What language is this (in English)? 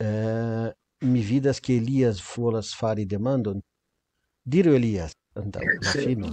Esperanto